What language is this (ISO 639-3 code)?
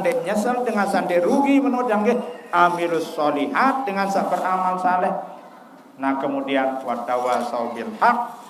sas